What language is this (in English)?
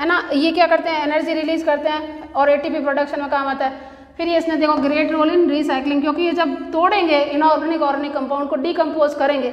Hindi